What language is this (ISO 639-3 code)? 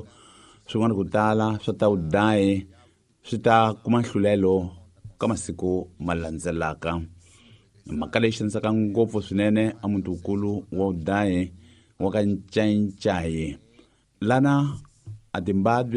tso